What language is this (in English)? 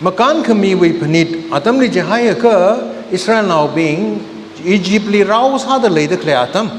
Tangkhul Naga (India)